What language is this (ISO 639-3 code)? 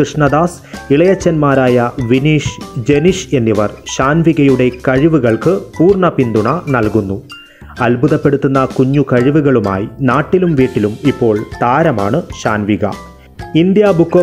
mal